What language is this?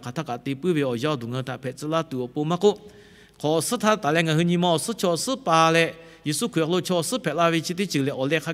Lahu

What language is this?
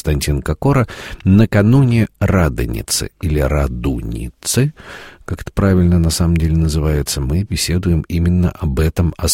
Russian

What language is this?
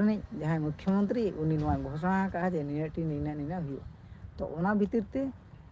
Santali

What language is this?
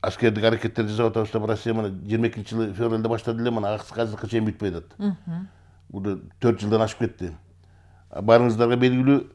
Kyrgyz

